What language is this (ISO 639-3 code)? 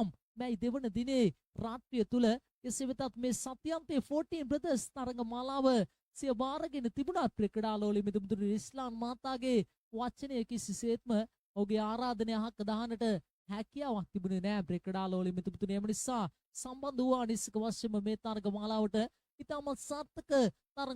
sin